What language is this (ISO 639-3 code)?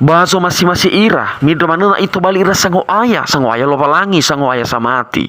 nia